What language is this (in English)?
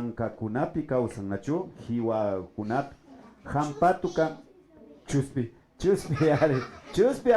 Imbabura Highland Quichua